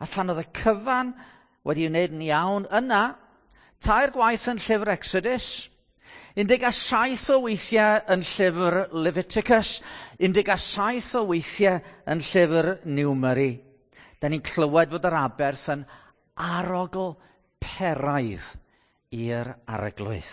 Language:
Welsh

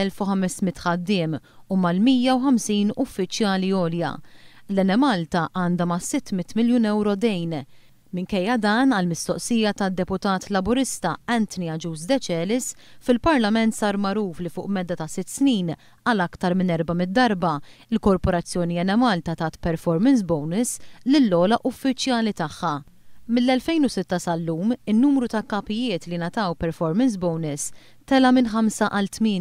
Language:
Maltese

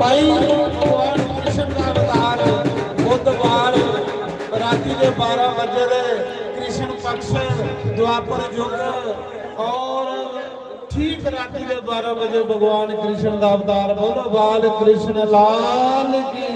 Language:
Dogri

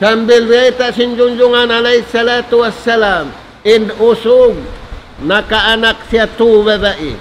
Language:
Tausug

